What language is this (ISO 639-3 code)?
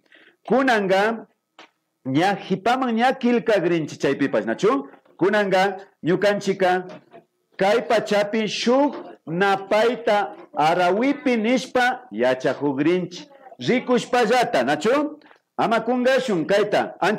qvi